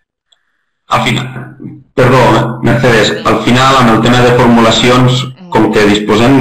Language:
Catalan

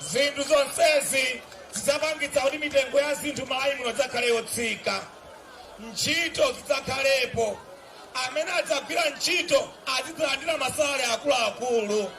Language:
Nyanja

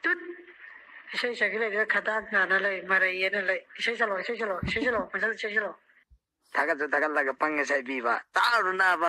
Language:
Manipuri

